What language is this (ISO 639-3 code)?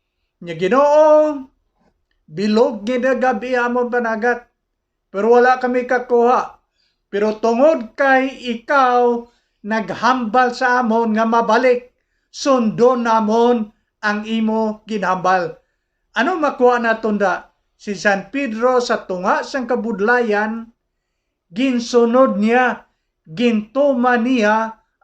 hil